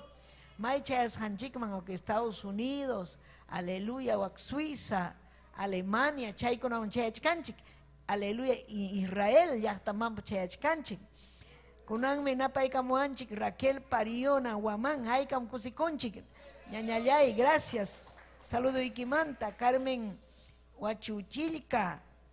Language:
Ayacucho Quechua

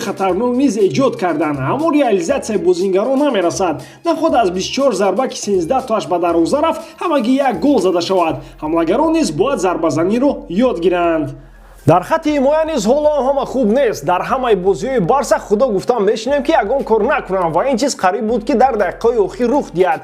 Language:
Tajik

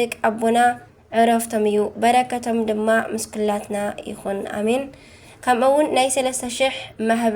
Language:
Tigrinya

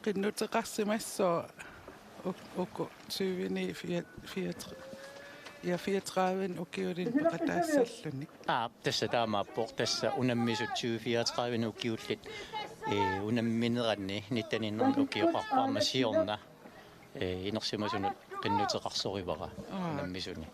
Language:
Kalaallisut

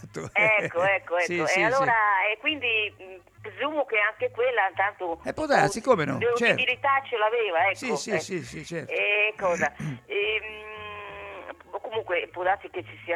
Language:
Italian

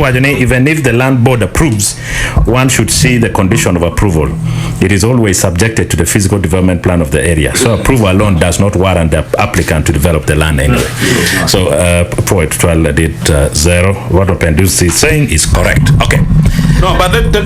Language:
Acoli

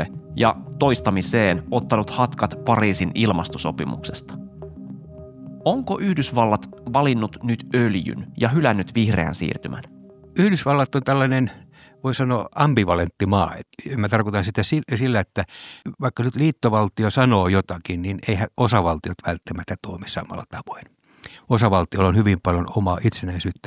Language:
Finnish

